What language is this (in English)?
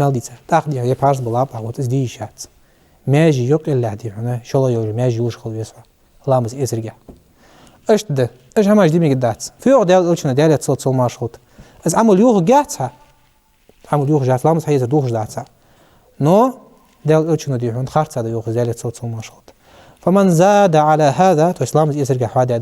Ingush